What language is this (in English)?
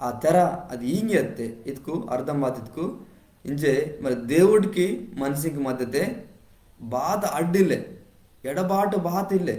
Koya